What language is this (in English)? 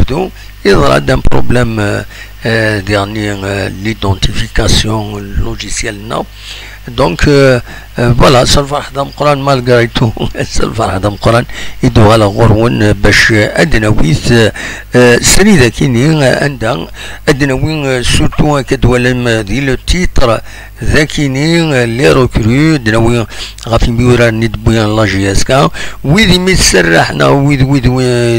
Kabyle